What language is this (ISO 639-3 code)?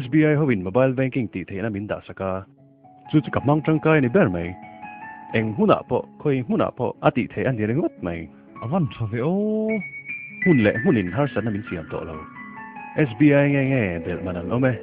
lus